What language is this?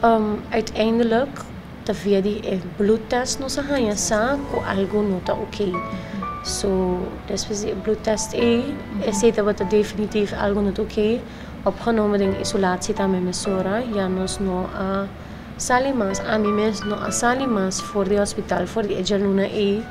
Papiamento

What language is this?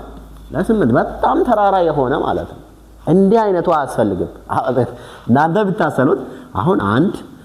Amharic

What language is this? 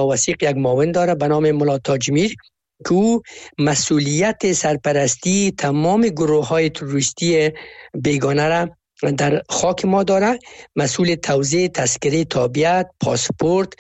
Persian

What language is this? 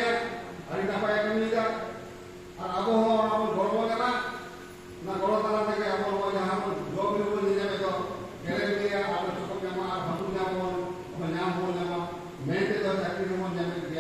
Santali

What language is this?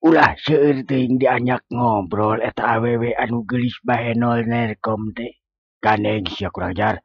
Sundanese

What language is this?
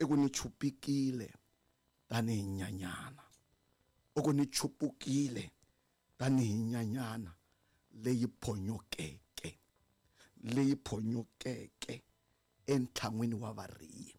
Tsonga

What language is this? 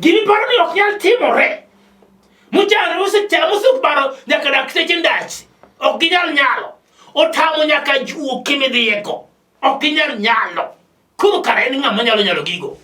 Luo (Kenya and Tanzania)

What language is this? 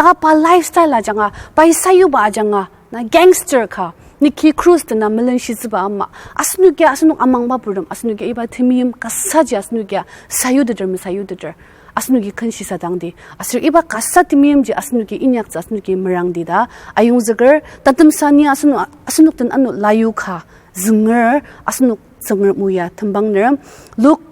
Ao Naga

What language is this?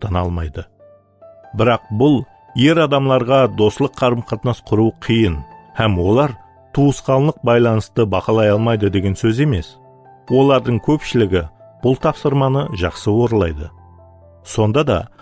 Kara-Kalpak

